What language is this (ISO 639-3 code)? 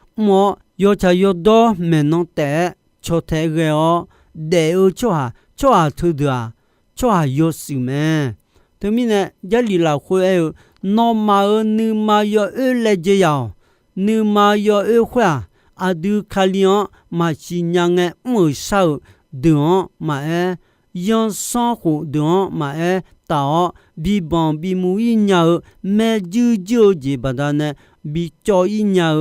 ahk